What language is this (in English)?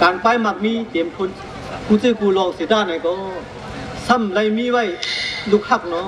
Shan